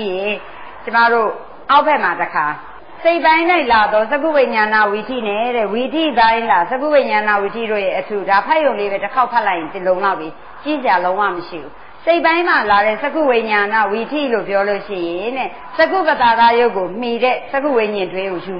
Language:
Burmese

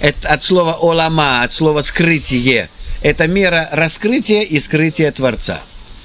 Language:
Russian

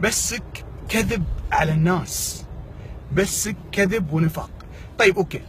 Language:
Egyptian Arabic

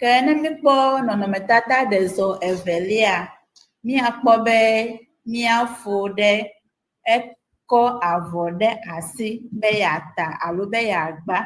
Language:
Ewe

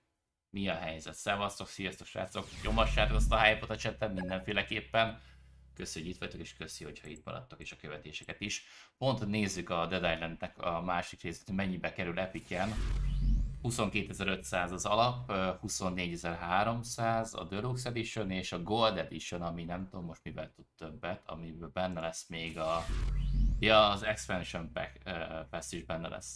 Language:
Hungarian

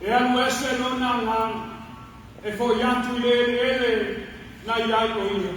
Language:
Samoan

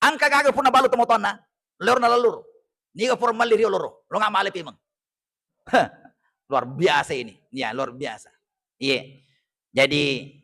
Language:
Buginese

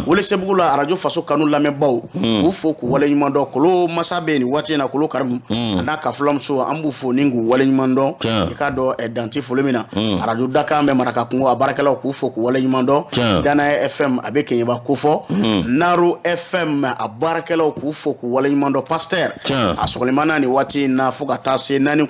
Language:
Bambara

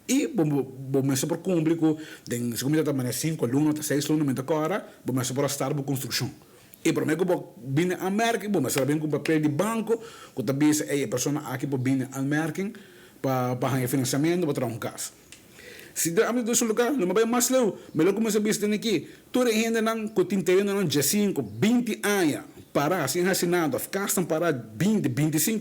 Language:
Papiamento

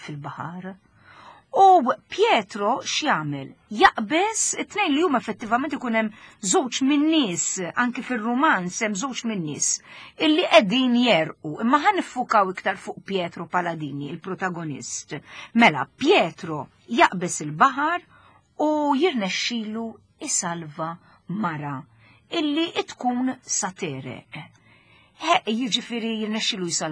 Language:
Maltese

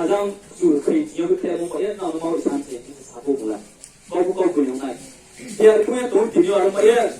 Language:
Riang (India)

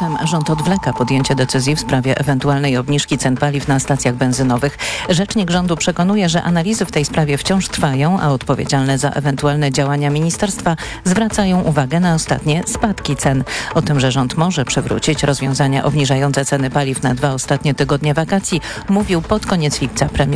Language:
Polish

